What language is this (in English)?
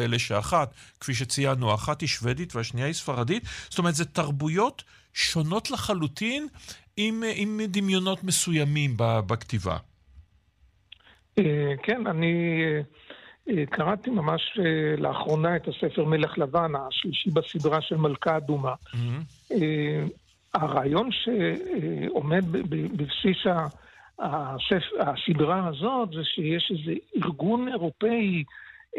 Hebrew